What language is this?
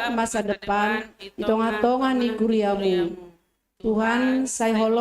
Batak Simalungun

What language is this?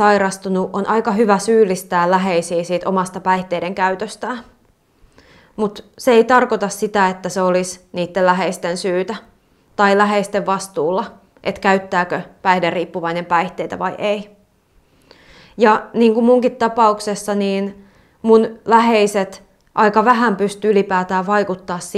Finnish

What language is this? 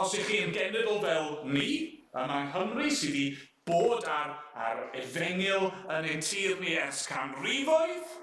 Welsh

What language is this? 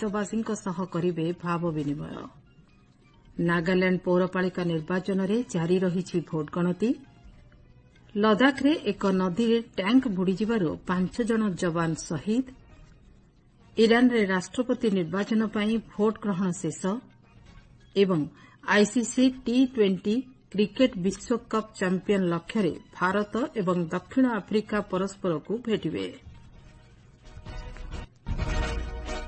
Odia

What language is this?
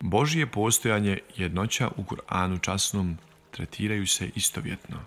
Bosnian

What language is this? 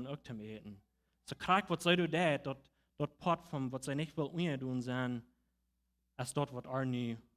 Plautdietsch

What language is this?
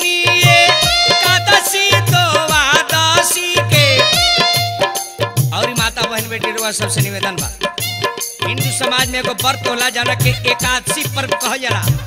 Bhojpuri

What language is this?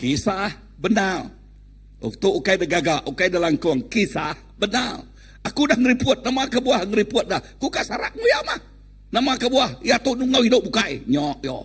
Iban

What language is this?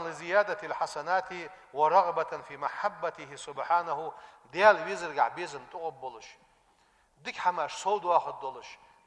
Ingush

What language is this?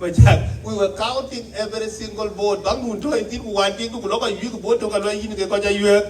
Dinka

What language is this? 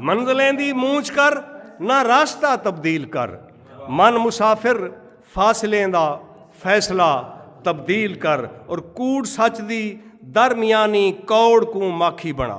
Saraiki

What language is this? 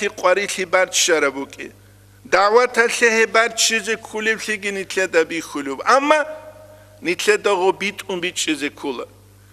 Avaric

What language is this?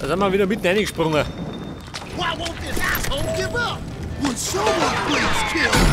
Bavarian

